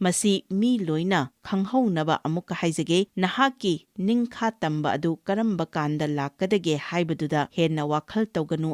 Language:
Manipuri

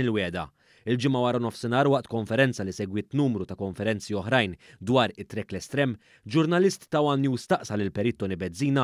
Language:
Maltese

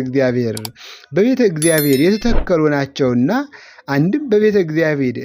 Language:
Amharic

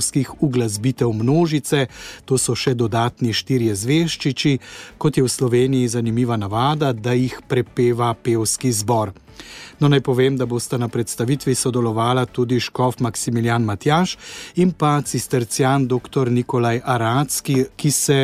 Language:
Slovenian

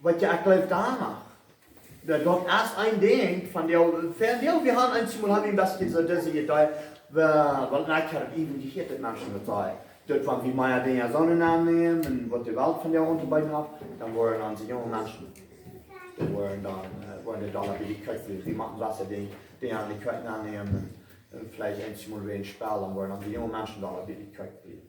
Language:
Plautdietsch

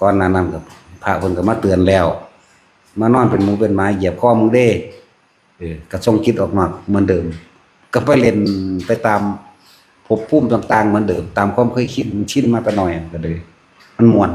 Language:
Northeastern Thai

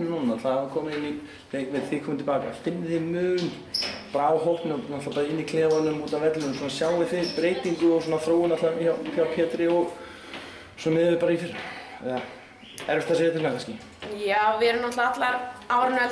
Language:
Icelandic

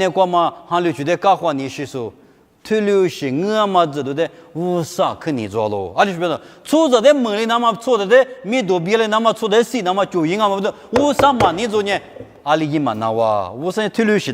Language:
Lisu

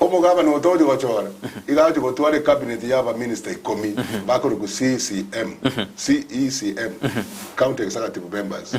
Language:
Gusii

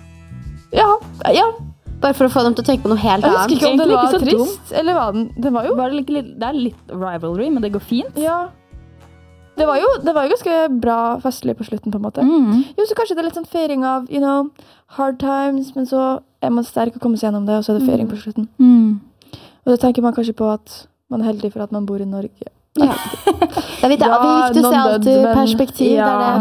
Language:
Norwegian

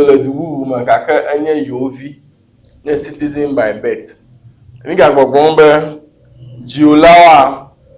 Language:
Ewe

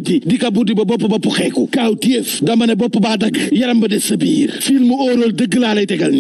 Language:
Wolof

